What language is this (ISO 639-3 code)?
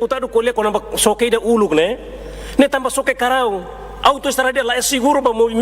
tet